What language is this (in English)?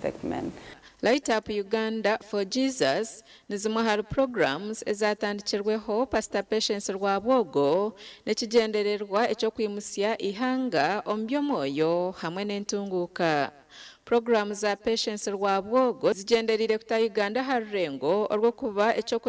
Nyankole